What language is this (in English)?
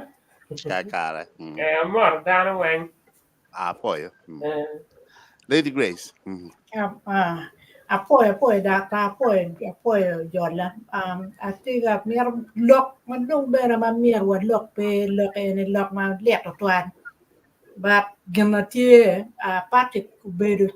Acoli